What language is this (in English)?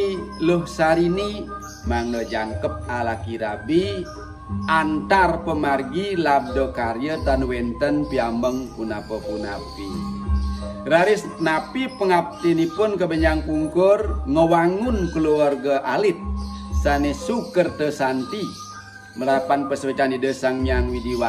Balinese